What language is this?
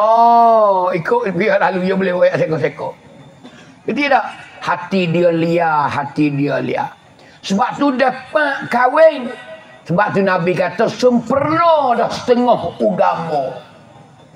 Pattani Malay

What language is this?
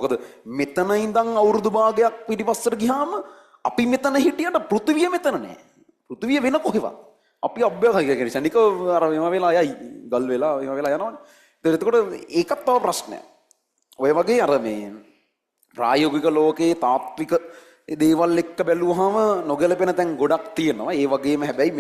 Sinhala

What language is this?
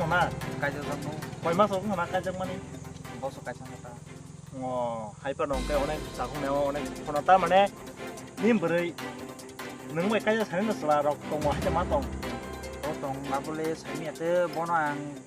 Kok Borok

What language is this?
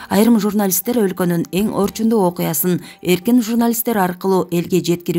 Kyrgyz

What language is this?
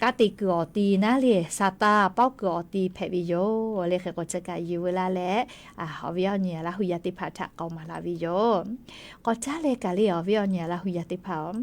Lahu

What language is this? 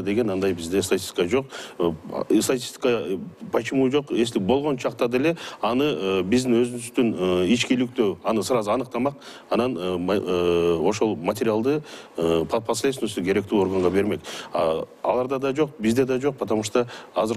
Kyrgyz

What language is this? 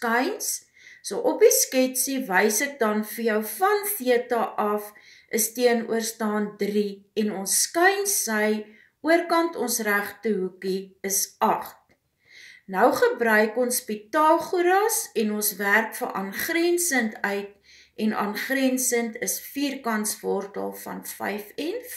Afrikaans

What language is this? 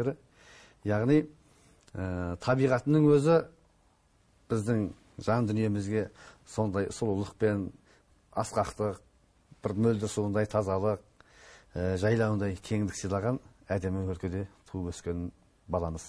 Kazakh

